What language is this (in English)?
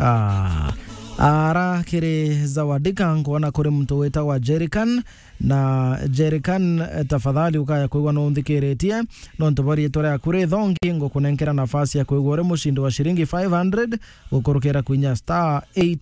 Meru